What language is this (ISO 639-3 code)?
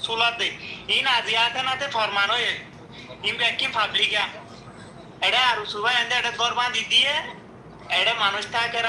rhg